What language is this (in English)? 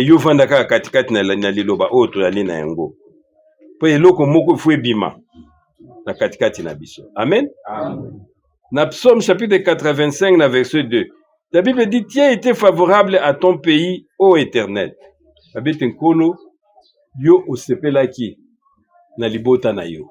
Lingala